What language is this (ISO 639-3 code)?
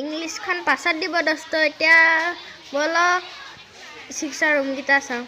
asm